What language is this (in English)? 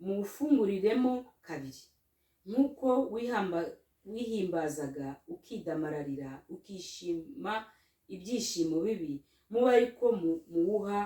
Kinyarwanda